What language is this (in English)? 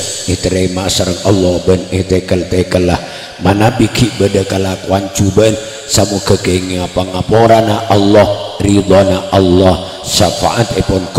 Madurese